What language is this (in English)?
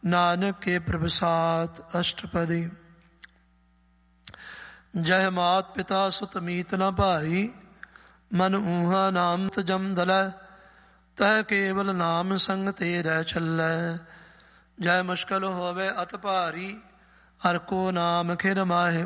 Punjabi